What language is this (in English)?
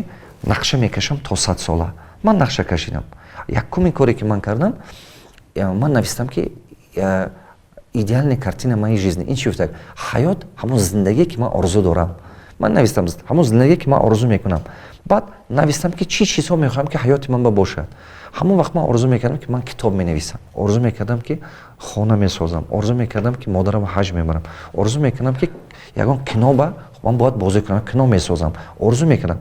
Tajik